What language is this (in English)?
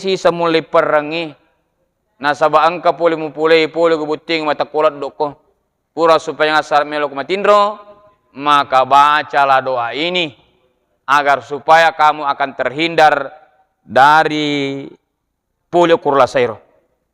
Buginese